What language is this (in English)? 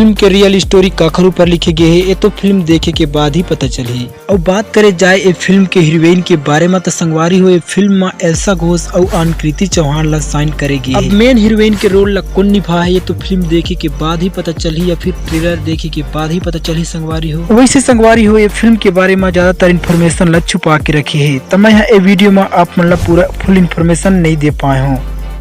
Chhattisgarhi